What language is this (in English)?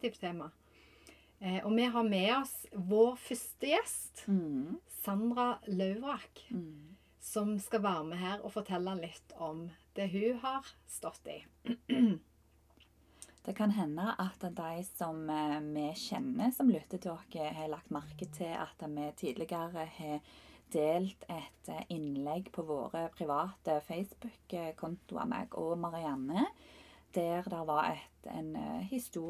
Norwegian